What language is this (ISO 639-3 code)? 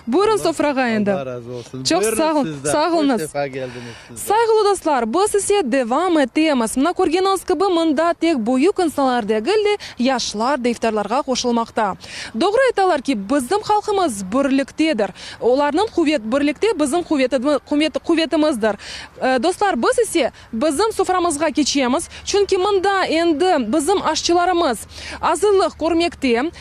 crh